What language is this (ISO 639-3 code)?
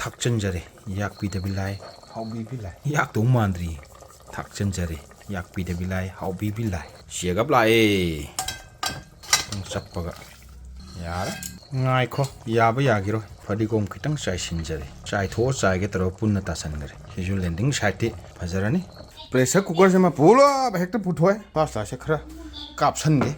mni